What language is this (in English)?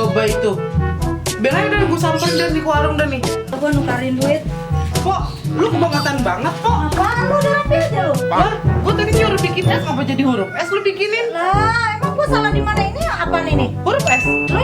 Betawi